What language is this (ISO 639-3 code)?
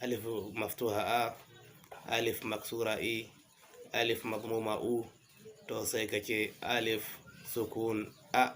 hau